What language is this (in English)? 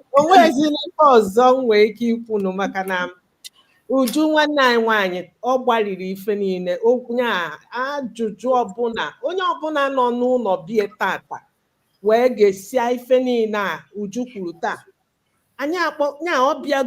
Igbo